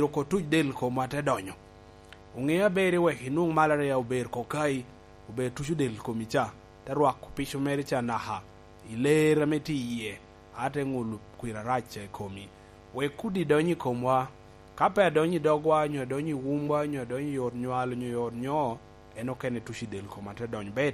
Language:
Lango (Uganda)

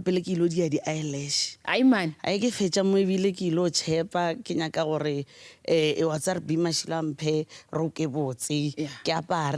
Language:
Northern Sotho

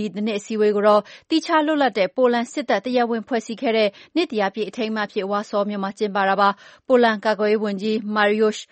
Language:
Burmese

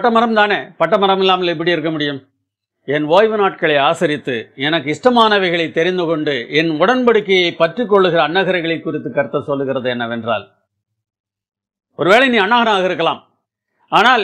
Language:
Tamil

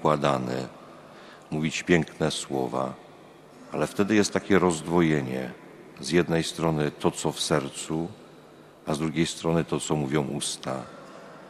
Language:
Polish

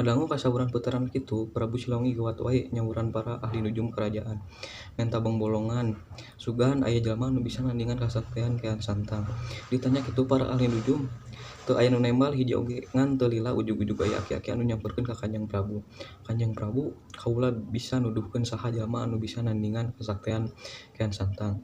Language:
Sundanese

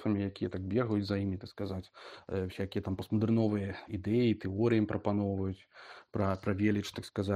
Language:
Belarusian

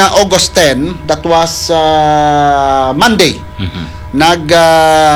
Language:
Hiligaynon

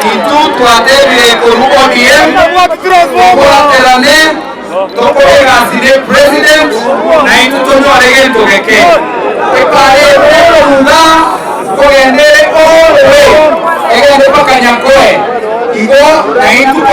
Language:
Gusii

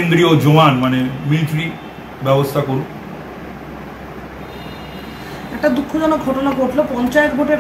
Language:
Bangla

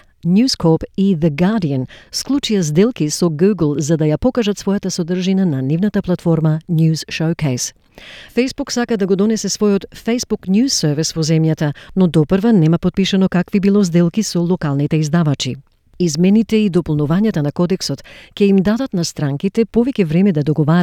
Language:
Macedonian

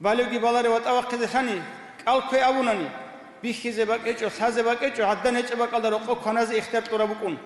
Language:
Avaric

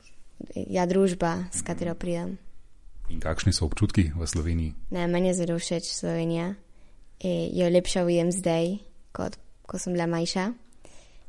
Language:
Slovenian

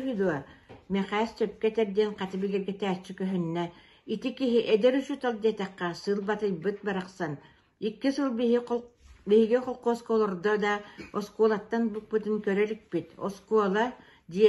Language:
Yakut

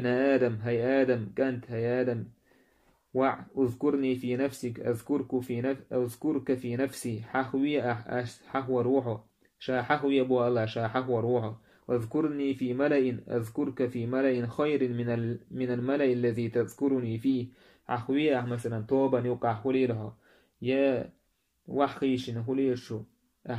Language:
Chechen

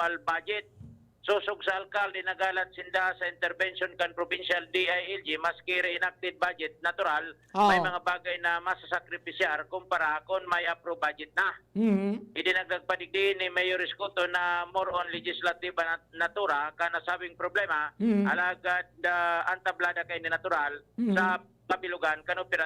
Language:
Bikol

